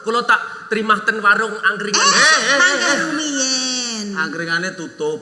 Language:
Javanese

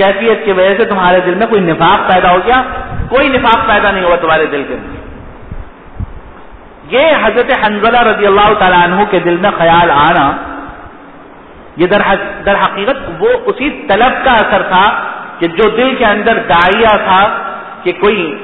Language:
Urdu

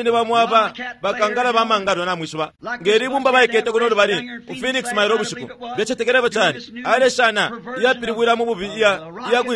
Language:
Bemba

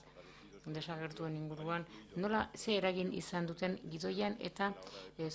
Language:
Basque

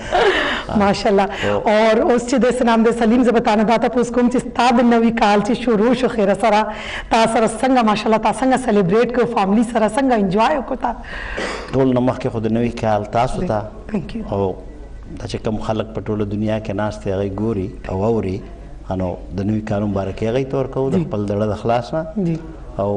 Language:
Pashto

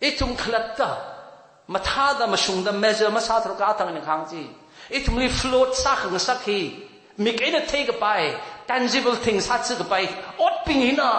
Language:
Tangkhul Naga (India)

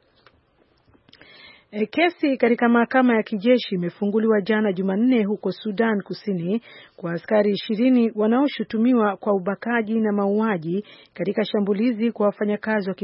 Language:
Swahili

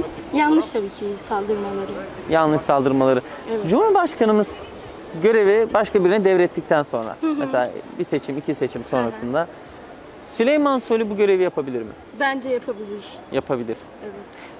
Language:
Turkish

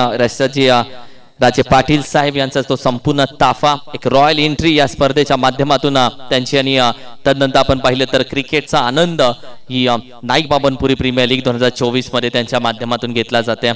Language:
Marathi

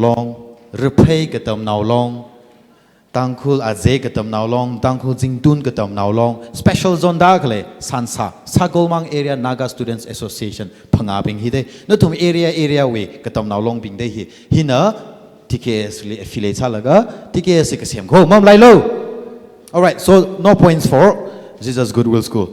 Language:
Tangkhul Naga (India)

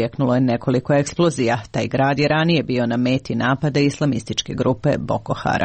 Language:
Serbian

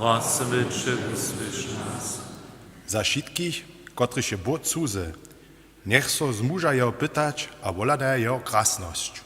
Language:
Upper Sorbian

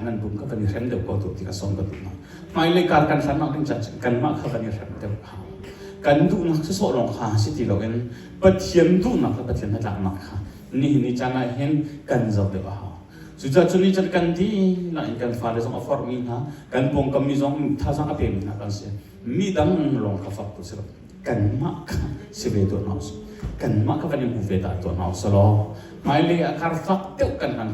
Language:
Hakha Chin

